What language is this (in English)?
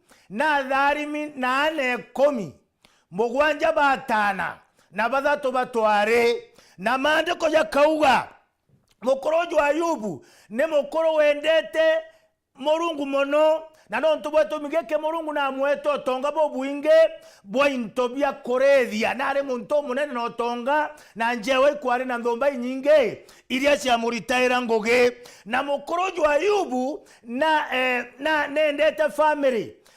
Meru